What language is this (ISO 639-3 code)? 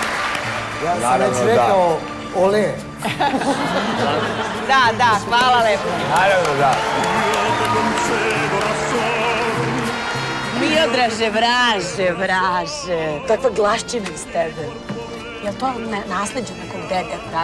srp